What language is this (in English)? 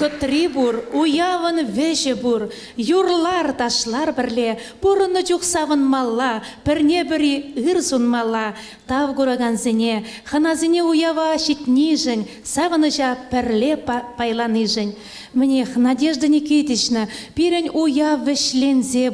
Chuvash